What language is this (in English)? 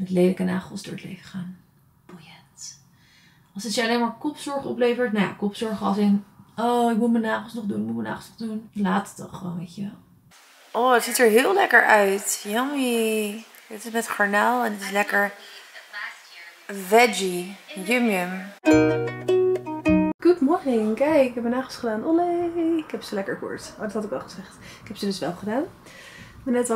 Dutch